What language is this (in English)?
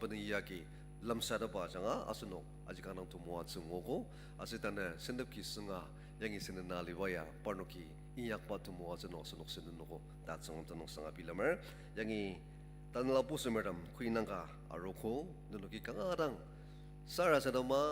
Ao Naga